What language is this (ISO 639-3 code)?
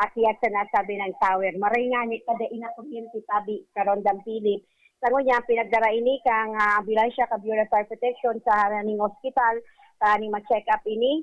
bik